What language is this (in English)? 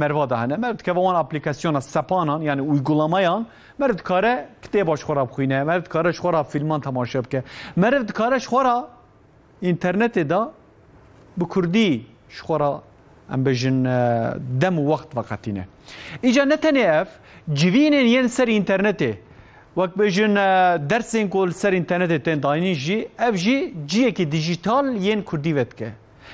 Kurdish